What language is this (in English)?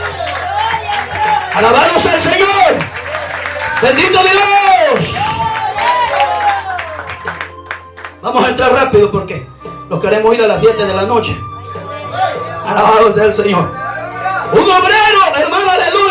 Spanish